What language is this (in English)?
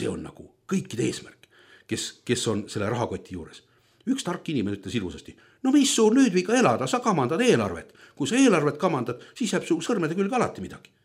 Estonian